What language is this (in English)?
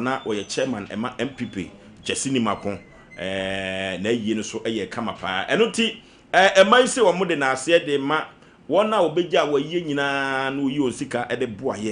Akan